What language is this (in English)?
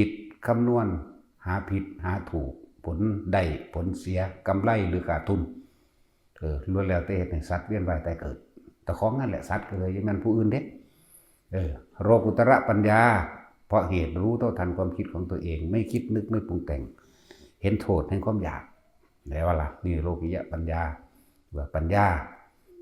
Northeastern Thai